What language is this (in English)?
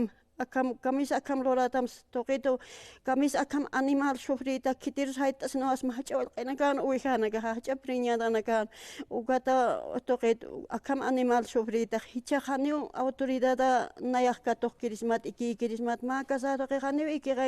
Aymara